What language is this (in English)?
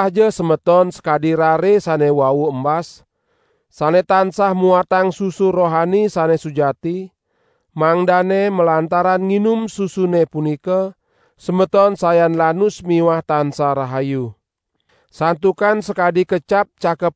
Balinese